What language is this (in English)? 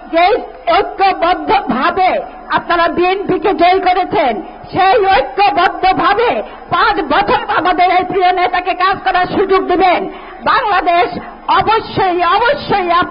Bangla